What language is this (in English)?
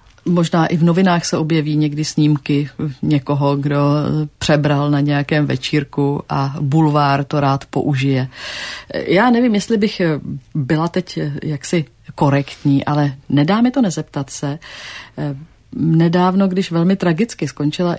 Czech